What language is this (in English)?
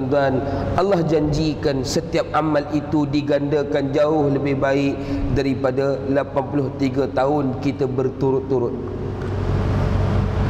Malay